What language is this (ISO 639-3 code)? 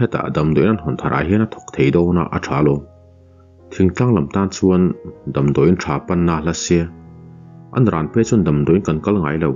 lus